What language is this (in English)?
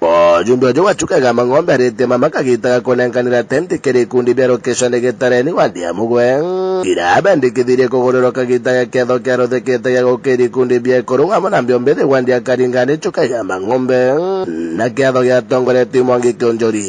Meru